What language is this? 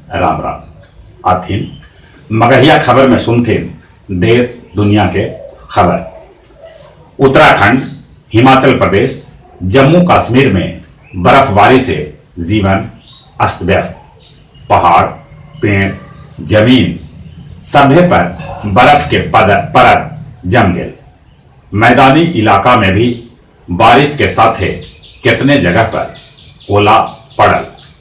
Magahi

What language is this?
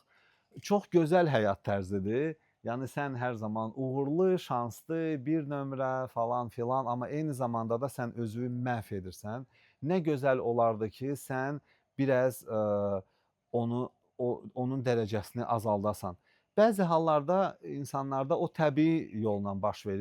Azerbaijani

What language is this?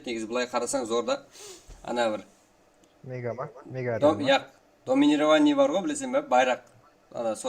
Kara-Kalpak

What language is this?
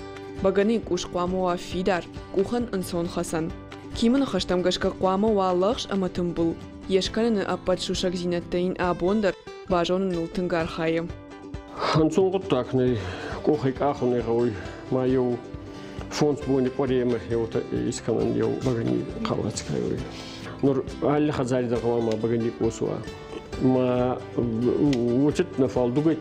Ossetic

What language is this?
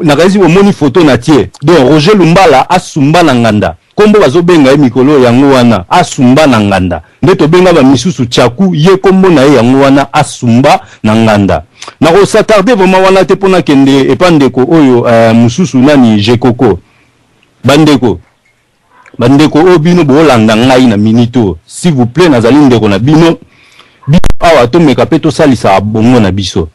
Lingala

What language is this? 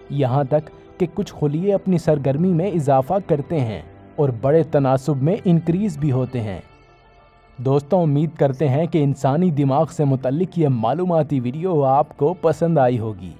Urdu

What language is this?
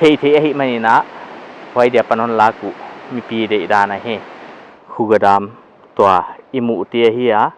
Paite Chin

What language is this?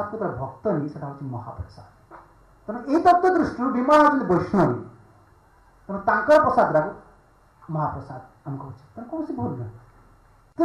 Odia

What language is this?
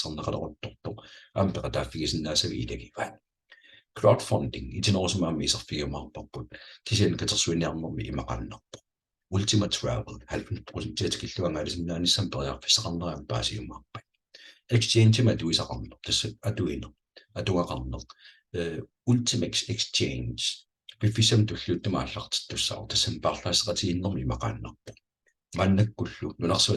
Kalaallisut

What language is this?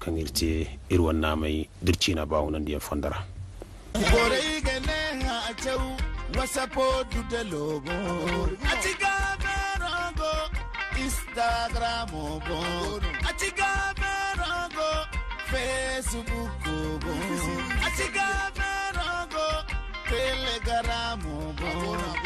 Zarma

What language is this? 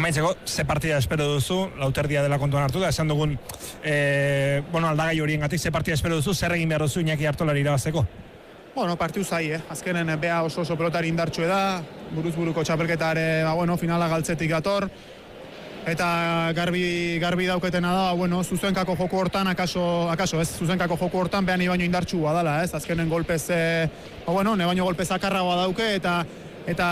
Basque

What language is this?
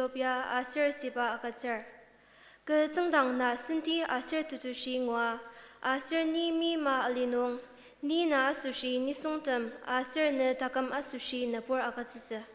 Ao Naga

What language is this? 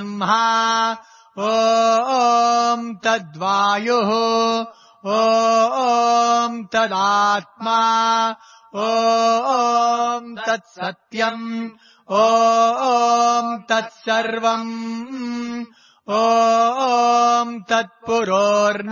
Sanskrit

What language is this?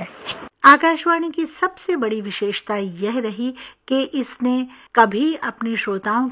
Hindi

